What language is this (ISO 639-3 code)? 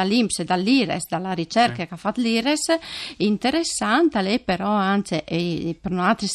fur